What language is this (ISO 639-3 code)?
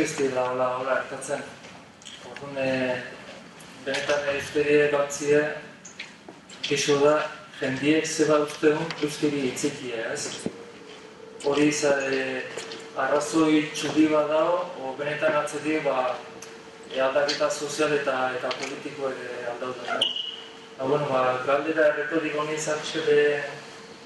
eus